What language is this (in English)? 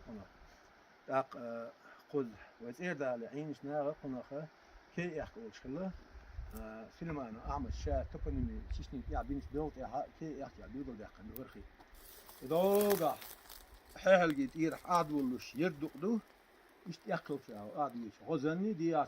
Chechen